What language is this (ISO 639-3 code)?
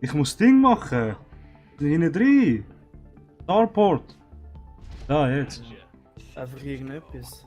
gsw